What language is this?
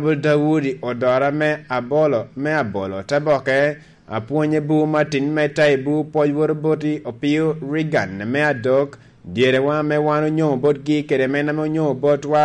Lango (Uganda)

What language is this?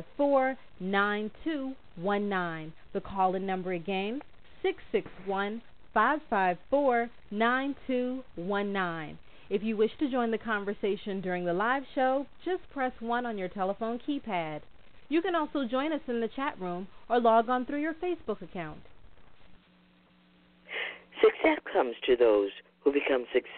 English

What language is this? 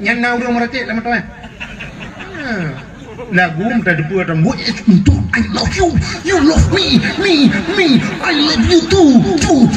Achinese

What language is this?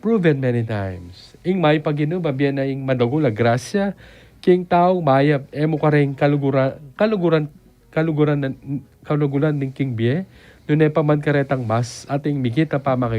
Pampanga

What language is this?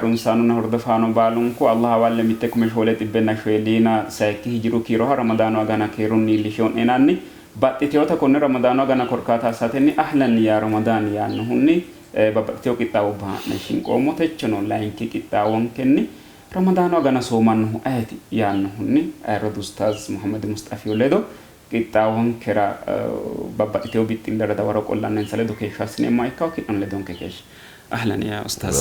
Sidamo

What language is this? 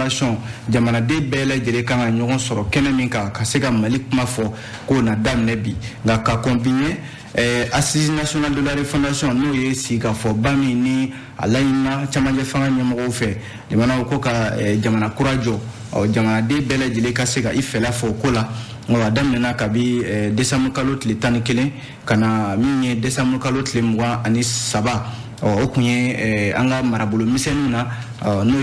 Bambara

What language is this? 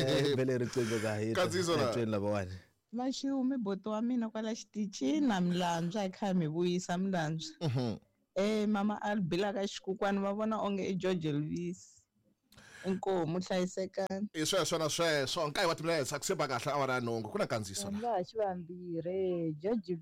Tsonga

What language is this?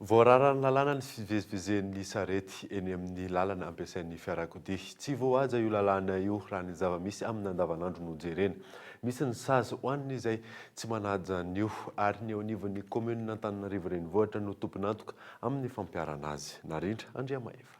Malagasy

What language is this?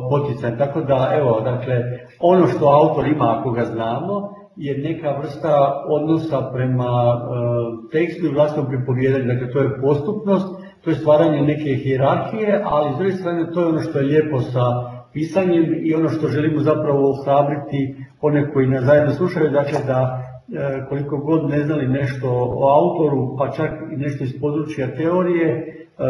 Croatian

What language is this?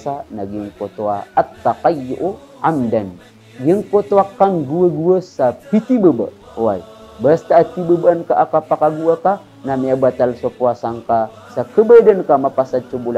Maranao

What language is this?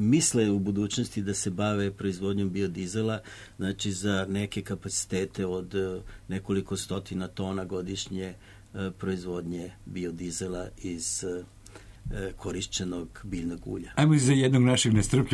Serbian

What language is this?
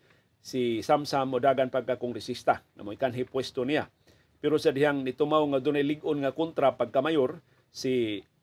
Cebuano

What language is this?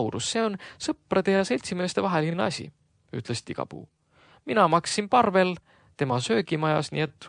Estonian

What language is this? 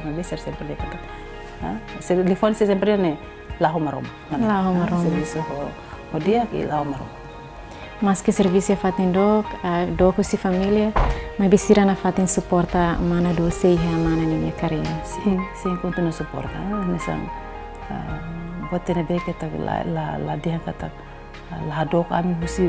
Tetum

